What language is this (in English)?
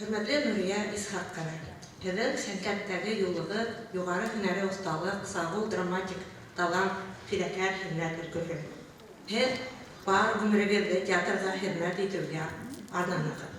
Bashkir